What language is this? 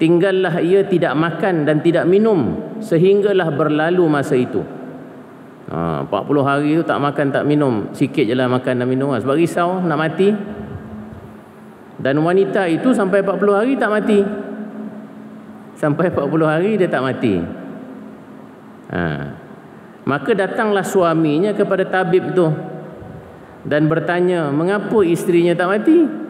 Malay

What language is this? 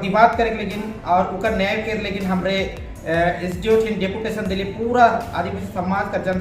Sadri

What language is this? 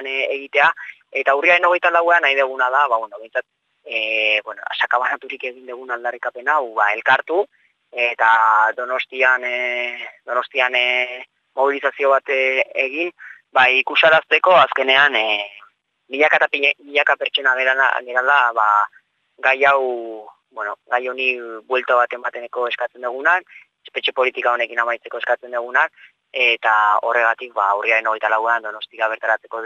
Basque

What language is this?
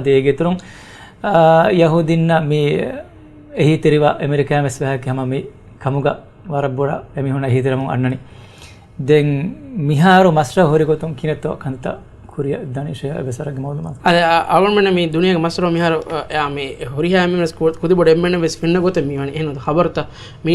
Divehi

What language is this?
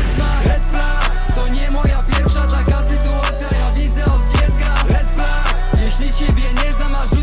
Polish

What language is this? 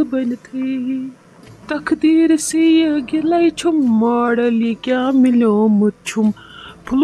Kashmiri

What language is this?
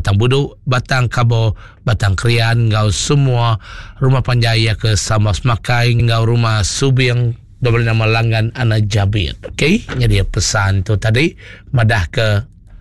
Iban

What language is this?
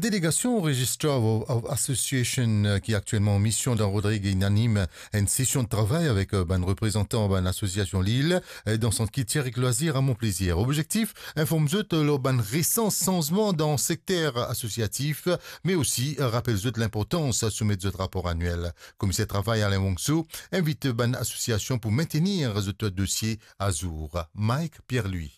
Morisyen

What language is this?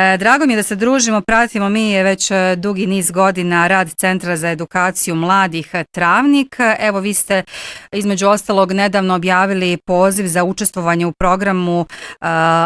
Bosnian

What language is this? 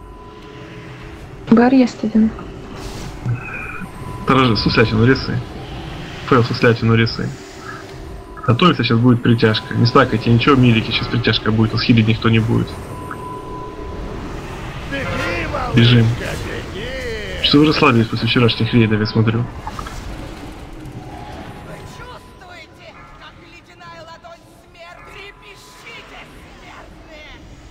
Russian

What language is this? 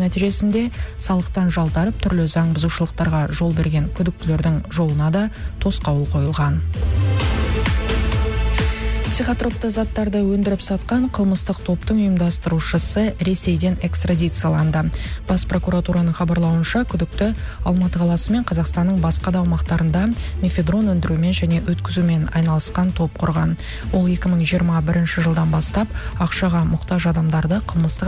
Kazakh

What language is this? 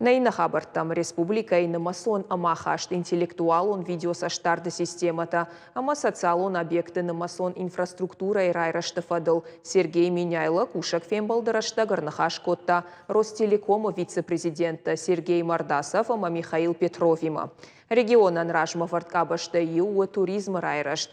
Ossetic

